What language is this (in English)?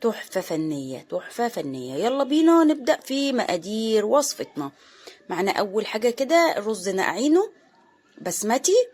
Egyptian Arabic